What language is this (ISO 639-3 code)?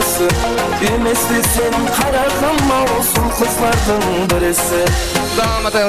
kaa